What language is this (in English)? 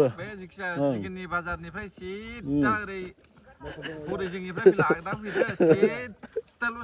Bodo